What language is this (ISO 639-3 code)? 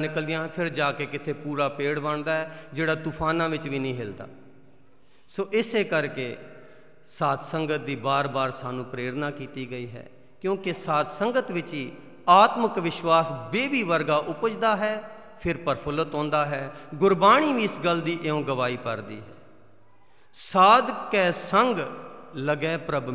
pan